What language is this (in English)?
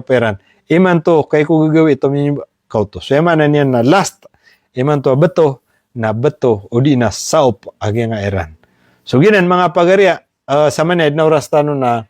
Maranao